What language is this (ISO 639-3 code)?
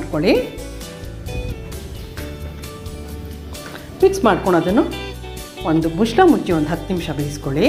kan